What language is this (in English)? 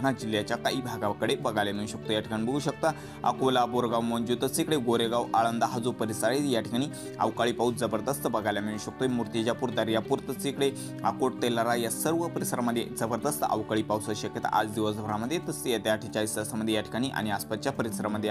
Marathi